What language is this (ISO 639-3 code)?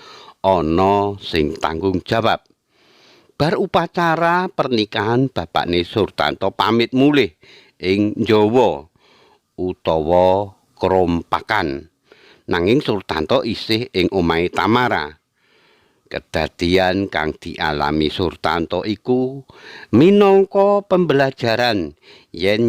jav